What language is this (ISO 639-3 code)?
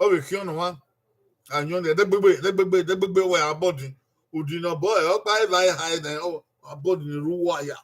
bin